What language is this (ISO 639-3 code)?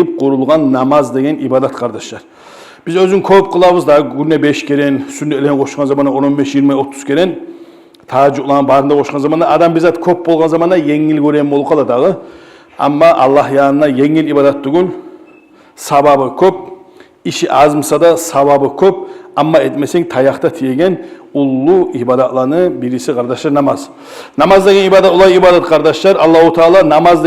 kum